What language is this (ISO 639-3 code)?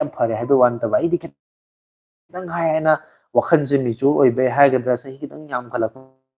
mni